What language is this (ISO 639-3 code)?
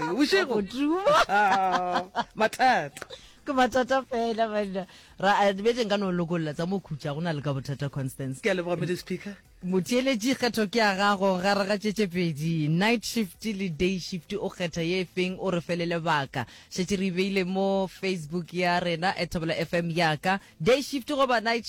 nso